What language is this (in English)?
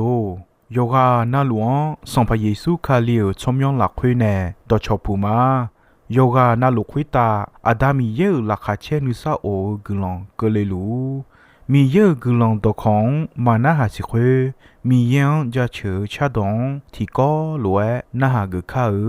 Akha